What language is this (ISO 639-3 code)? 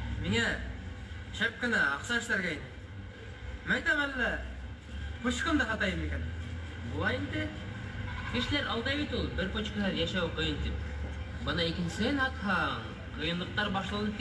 bak